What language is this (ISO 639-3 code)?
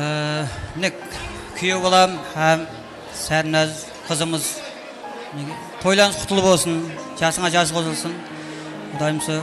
kaa